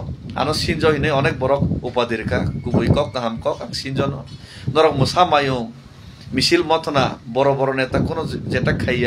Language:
Kok Borok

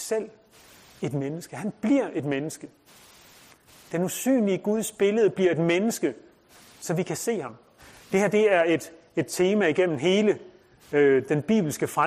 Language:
Danish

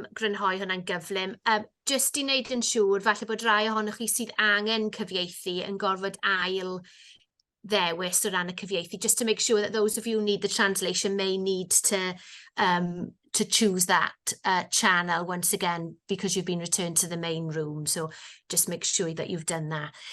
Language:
Welsh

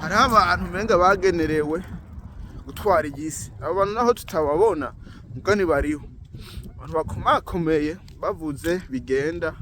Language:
Rundi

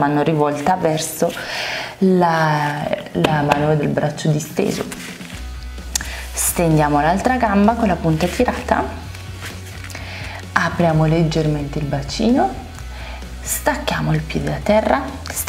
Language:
Italian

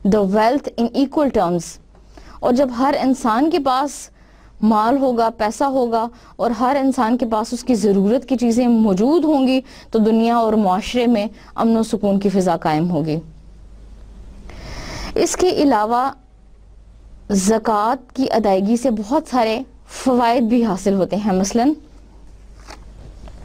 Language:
Urdu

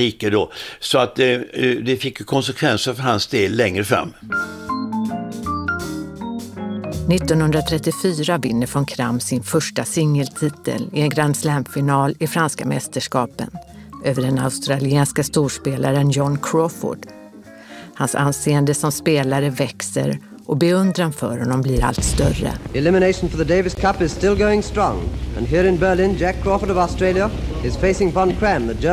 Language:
Swedish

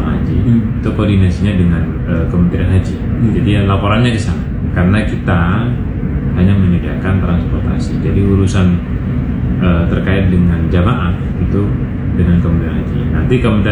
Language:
Indonesian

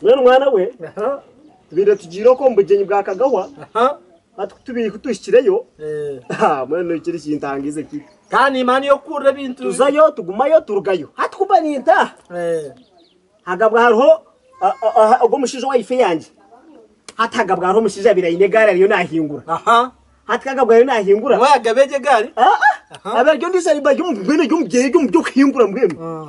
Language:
Nyankole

